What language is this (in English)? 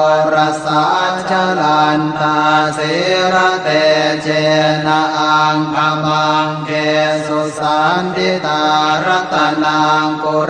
Pali